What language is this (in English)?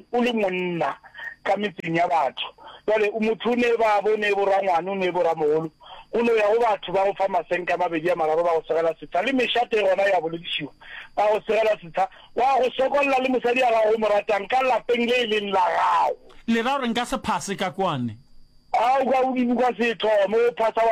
Northern Sotho